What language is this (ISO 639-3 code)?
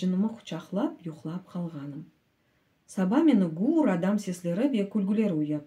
crh